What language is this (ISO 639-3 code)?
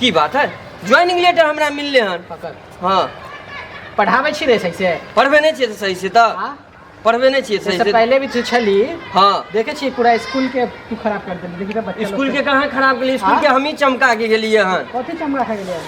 mai